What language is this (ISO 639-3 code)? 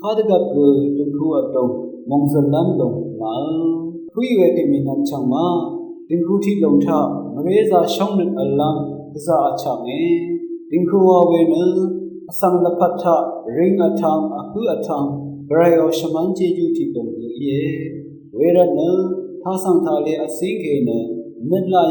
raw